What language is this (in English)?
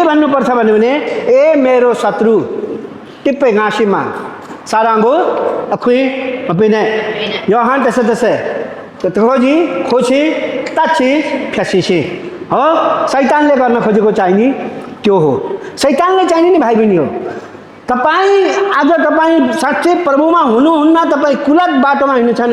Nepali